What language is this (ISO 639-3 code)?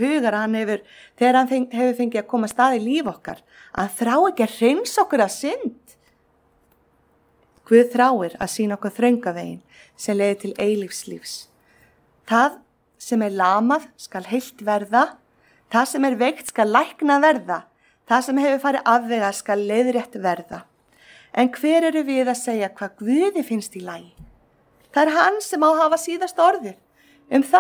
isl